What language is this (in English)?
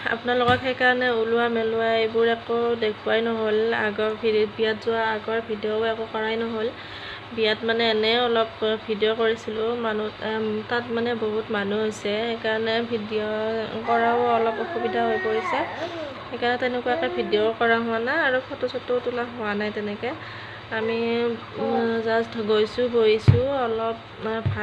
Assamese